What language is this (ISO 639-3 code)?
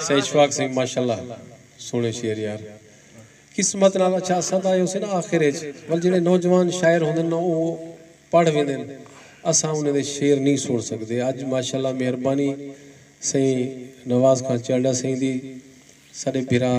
skr